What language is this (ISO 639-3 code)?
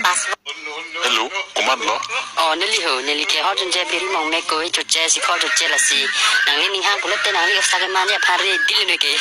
mjw